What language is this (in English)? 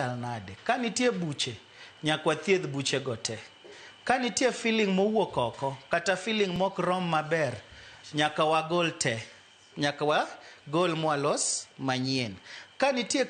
Luo (Kenya and Tanzania)